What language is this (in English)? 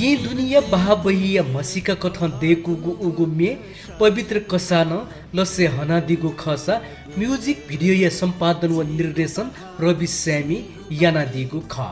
Newari